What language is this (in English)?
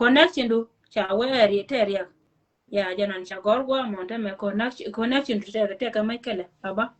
Nuer